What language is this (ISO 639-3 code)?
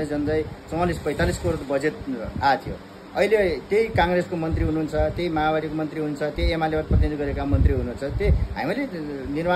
nep